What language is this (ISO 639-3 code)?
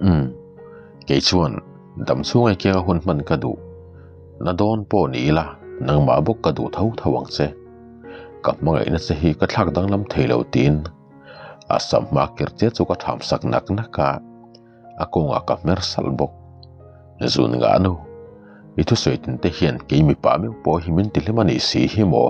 lus